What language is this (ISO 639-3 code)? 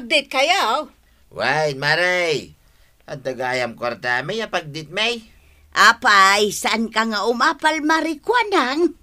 ilo